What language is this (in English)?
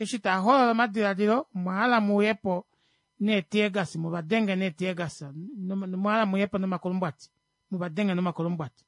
Kuanyama